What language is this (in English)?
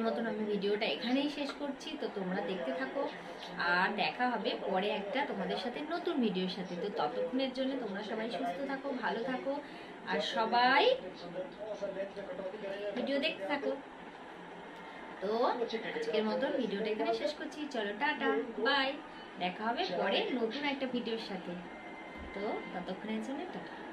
Bangla